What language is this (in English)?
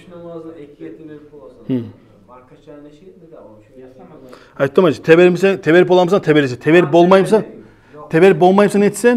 Kumyk